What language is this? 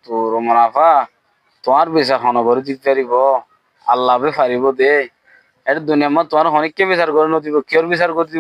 Rohingya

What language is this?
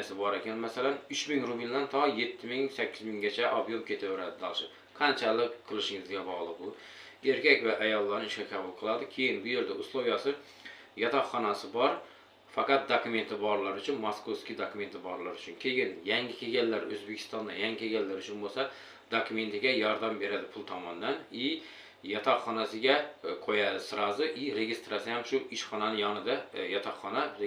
Uzbek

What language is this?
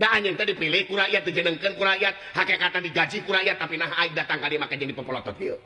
Sundanese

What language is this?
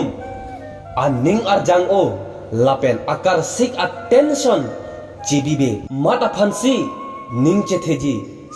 Karbi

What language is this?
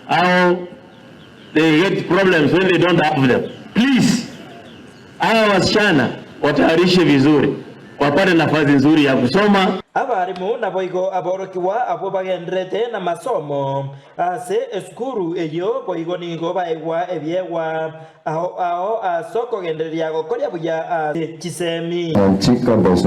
Gusii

